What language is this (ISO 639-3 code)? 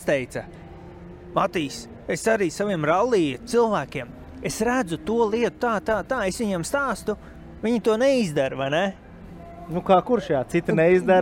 lav